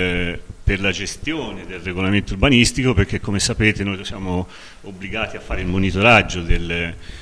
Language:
Italian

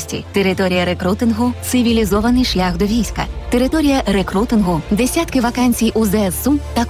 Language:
Ukrainian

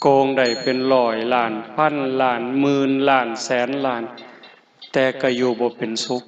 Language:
Northeastern Thai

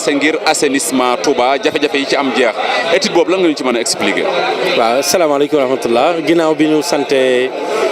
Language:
Wolof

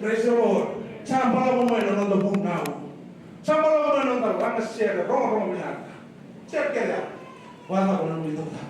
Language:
Fijian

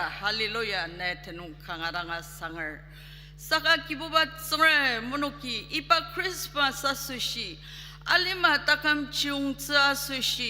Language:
Ao Naga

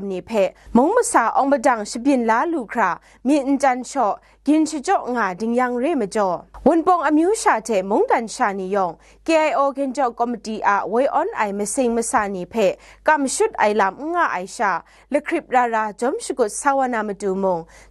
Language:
Kachin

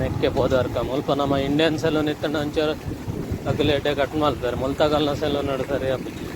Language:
Tulu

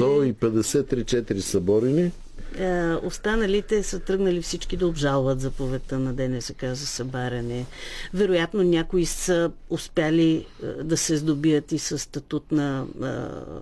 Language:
Bulgarian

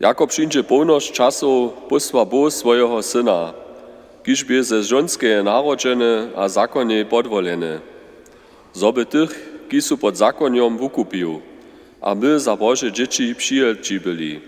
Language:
Upper Sorbian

